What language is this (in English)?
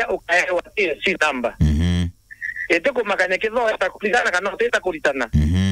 Meru